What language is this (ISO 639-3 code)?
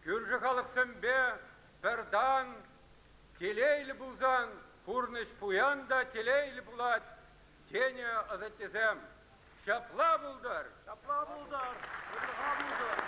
chv